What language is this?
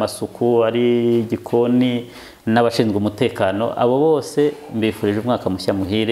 Kinyarwanda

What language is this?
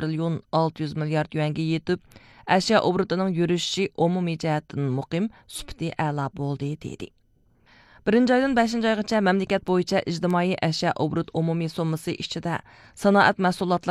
Uyghur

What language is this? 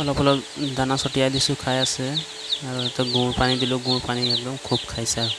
Assamese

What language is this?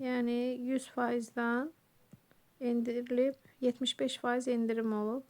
Azerbaijani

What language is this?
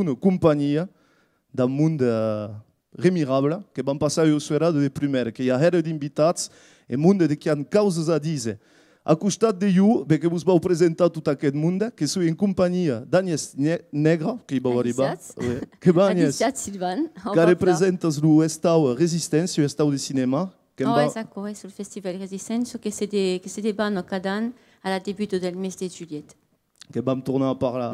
Occitan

